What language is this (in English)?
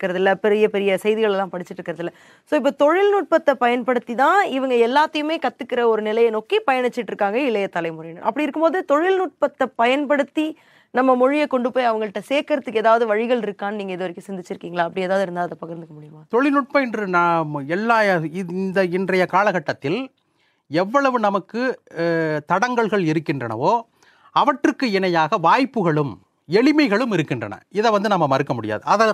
Tamil